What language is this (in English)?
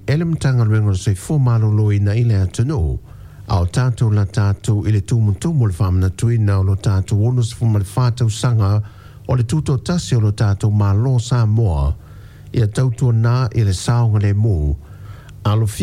Samoan